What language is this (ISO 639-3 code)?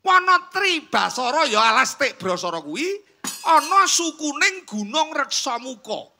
jav